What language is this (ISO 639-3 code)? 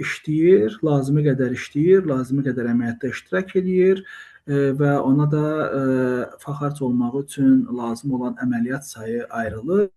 aze